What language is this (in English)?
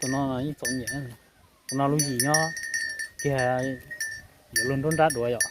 Hmong